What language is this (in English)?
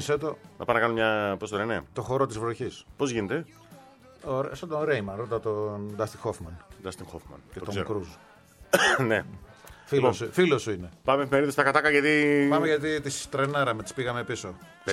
Greek